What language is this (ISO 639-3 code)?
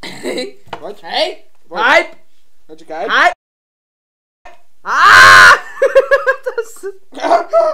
slk